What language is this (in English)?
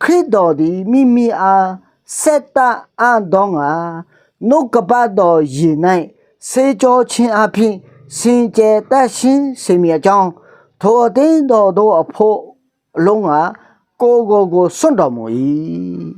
Akha